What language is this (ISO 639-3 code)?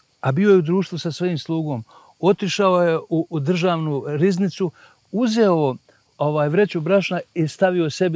bos